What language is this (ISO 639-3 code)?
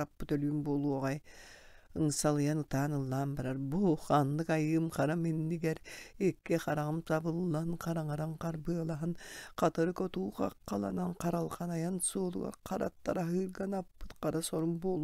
sah